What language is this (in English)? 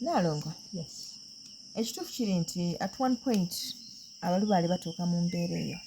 Ganda